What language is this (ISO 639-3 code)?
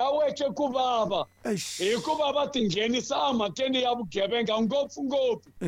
tso